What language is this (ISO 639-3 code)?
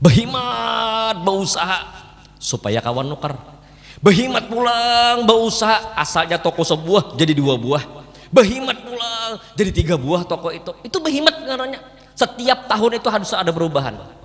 bjn